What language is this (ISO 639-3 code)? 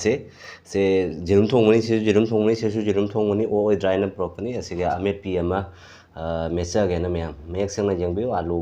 mni